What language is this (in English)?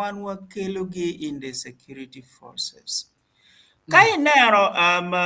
Acoli